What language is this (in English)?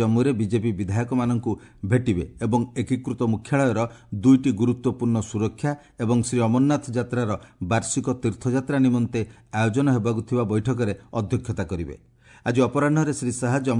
Odia